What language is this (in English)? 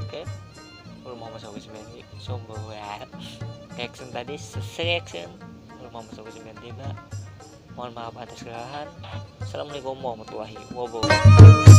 Banjar